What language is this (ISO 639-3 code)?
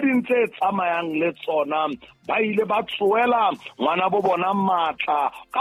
sot